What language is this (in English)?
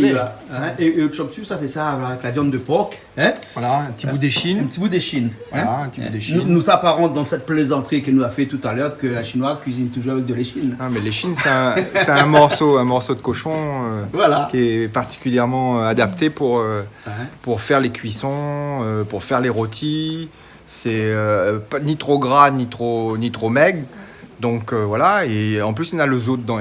Réunion Creole French